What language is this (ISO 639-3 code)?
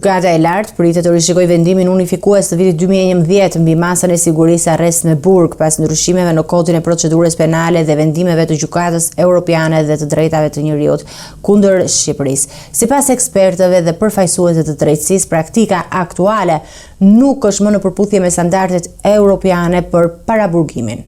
sqi